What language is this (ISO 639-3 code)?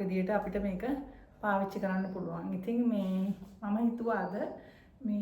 sin